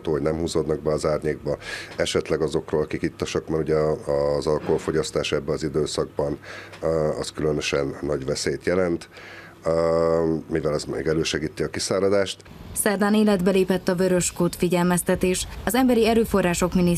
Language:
Hungarian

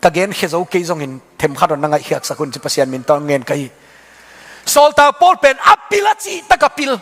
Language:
Tedim Chin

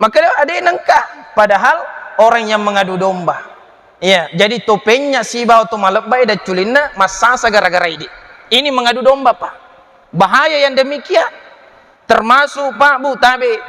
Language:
Buginese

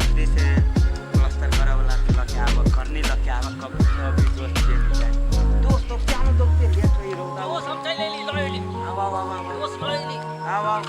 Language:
Maithili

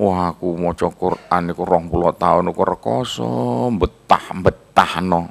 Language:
Javanese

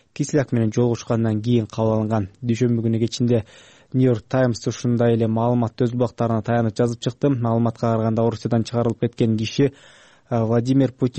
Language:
Kyrgyz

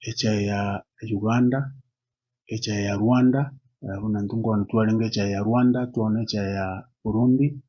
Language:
Gusii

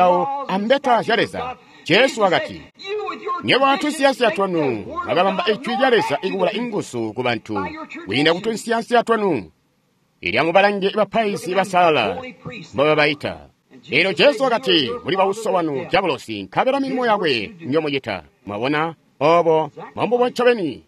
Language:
Tonga (Zambia)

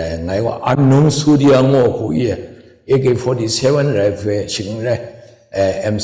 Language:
Kachin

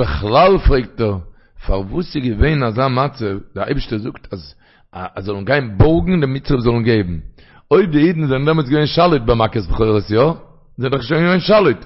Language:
Yiddish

